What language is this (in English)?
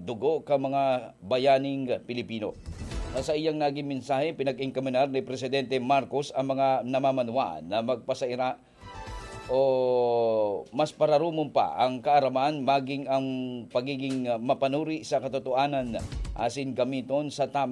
Bikol